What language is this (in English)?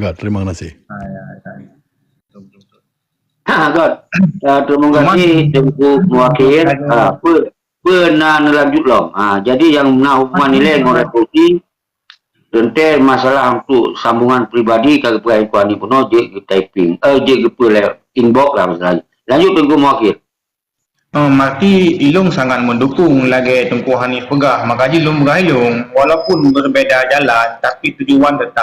Achinese